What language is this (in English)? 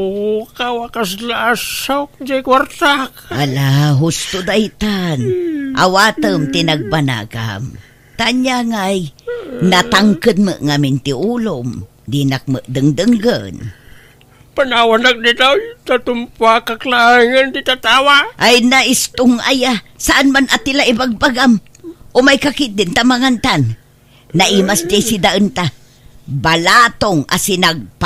Iloko